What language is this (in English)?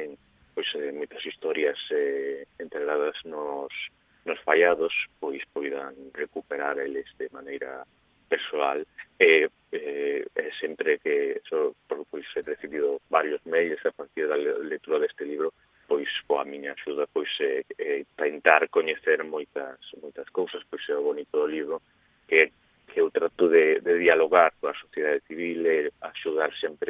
Galician